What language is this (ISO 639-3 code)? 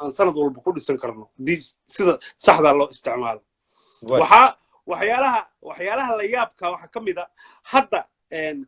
som